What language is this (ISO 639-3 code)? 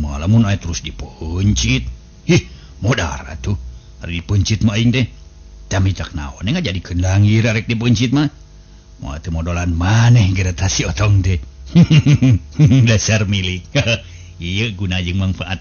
sun